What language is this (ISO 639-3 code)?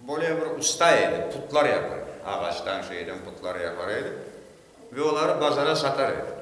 crh